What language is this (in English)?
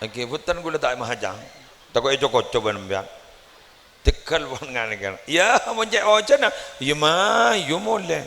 Madurese